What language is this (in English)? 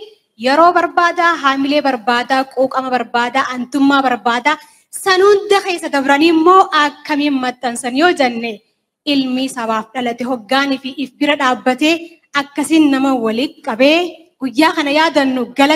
Oromo